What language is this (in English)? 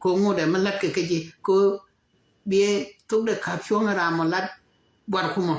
Nuer